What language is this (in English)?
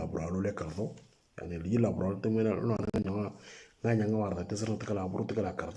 Moro